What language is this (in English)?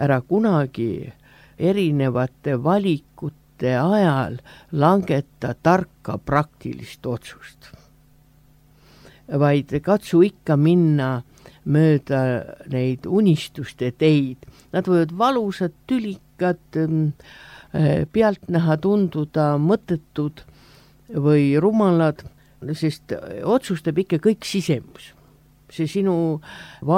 Estonian